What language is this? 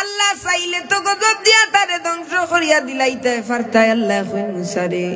Sylheti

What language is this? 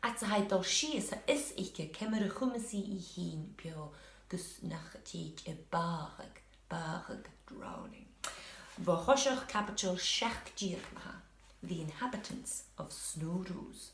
Scottish Gaelic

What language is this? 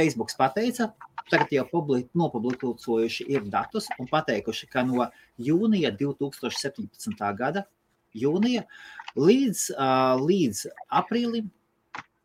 Latvian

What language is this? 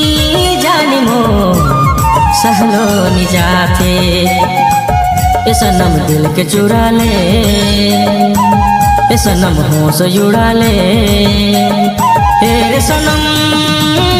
Sadri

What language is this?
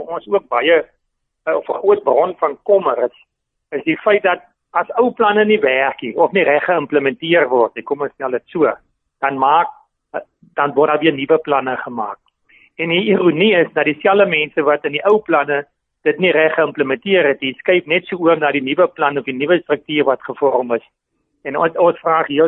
Afrikaans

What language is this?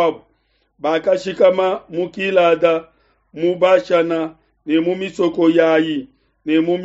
Luba-Lulua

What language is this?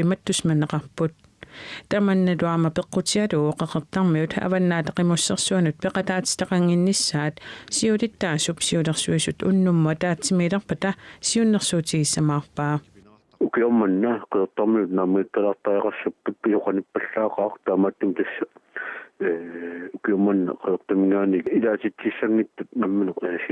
Kalaallisut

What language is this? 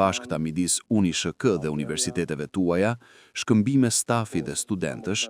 Albanian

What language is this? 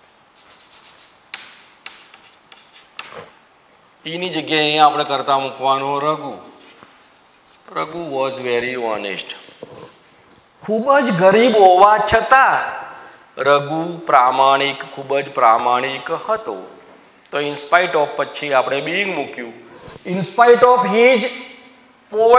Gujarati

